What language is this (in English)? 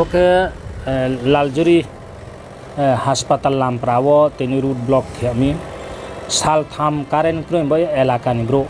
Riang (India)